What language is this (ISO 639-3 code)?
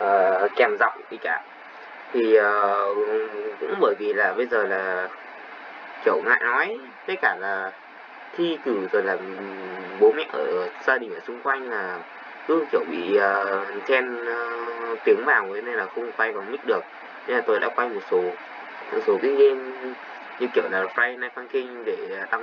vie